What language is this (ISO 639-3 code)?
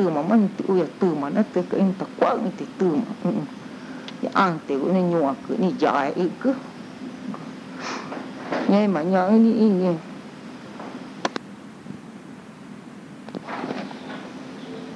vie